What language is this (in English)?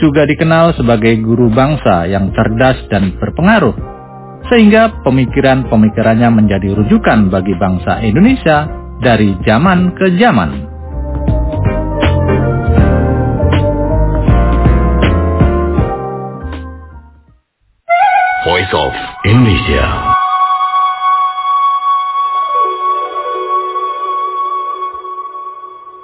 Indonesian